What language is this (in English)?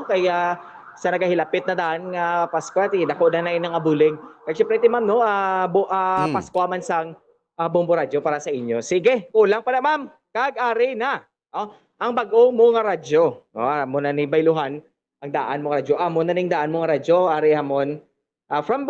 Hiligaynon